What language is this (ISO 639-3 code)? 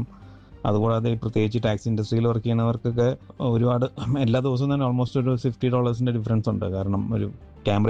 mal